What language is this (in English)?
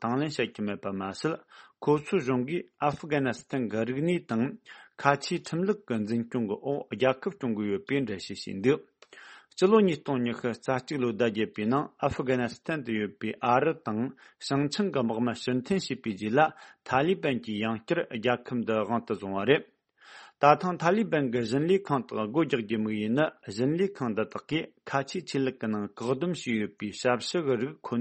Tibetan